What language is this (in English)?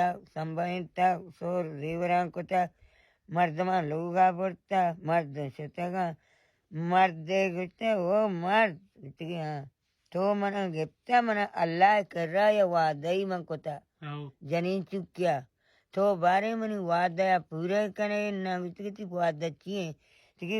Baluchi